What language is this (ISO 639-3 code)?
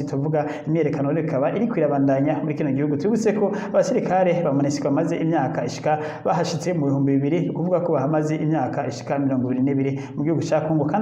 run